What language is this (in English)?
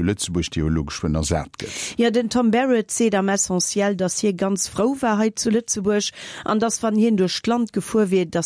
Luxembourgish